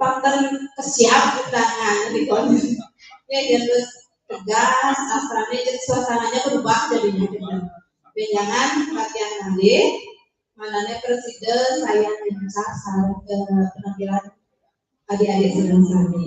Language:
Balinese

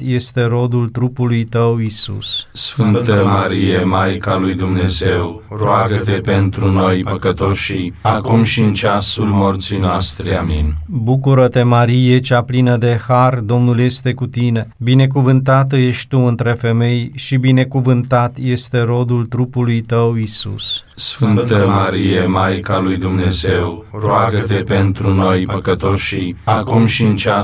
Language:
Romanian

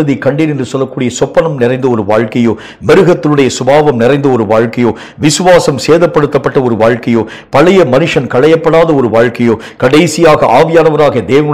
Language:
Tamil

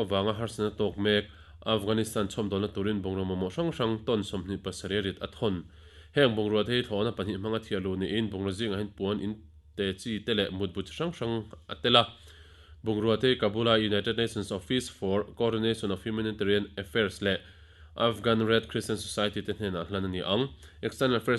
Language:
Mizo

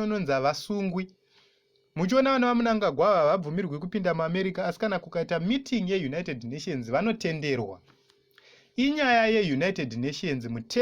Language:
Shona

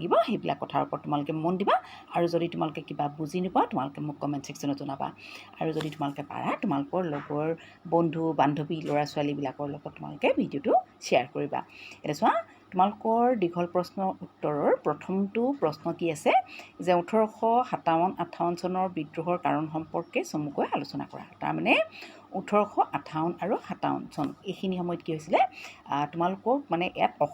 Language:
Assamese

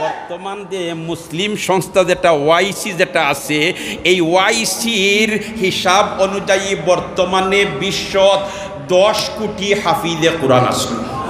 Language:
Sylheti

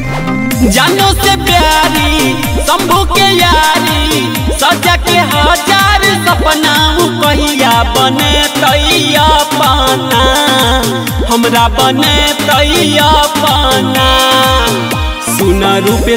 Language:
Bhojpuri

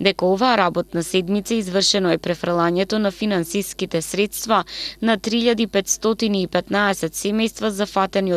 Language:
Macedonian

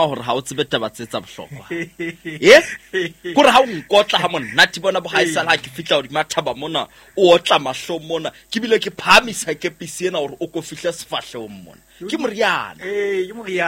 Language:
Southern Sotho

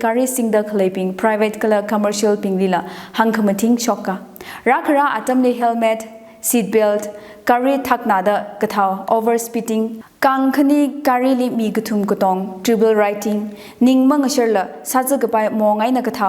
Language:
Tangkhul Naga (India)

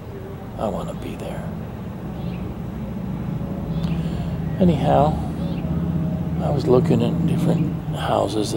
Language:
English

